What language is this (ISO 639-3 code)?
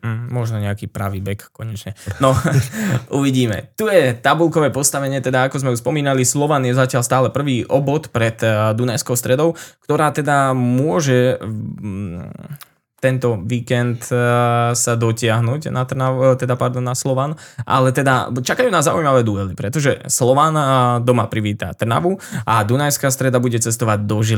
slk